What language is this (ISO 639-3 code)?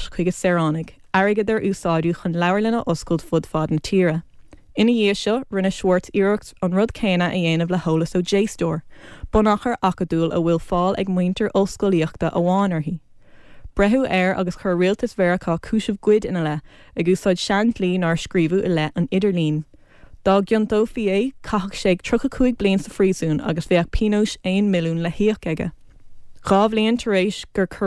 gle